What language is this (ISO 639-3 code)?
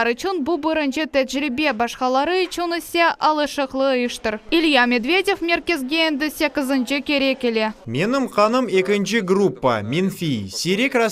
crh